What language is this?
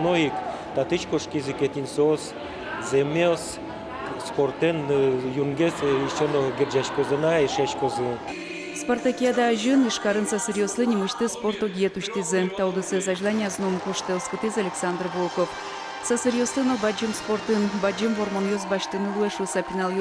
Udmurt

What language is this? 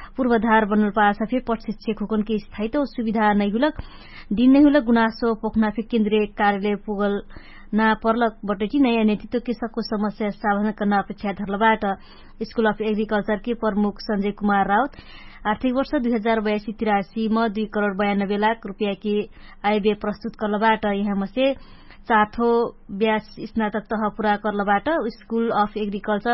Dangaura Tharu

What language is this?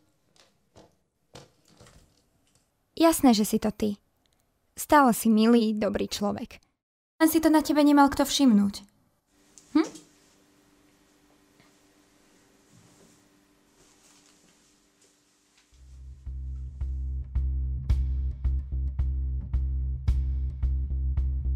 Slovak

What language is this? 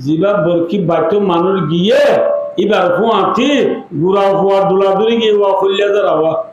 Rohingya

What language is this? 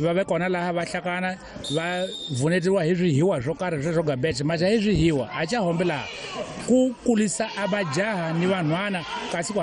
Tsonga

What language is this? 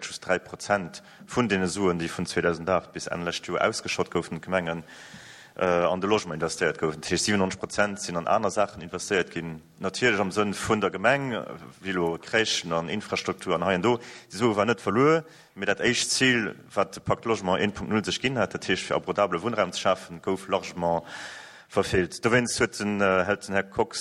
Luxembourgish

